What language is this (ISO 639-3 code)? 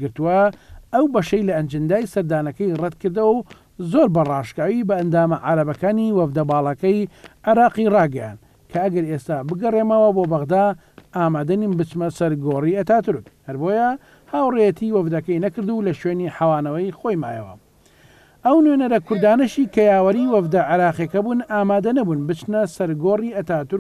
ckb